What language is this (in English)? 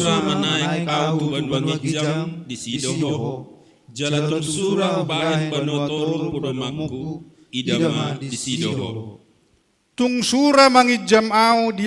Batak Toba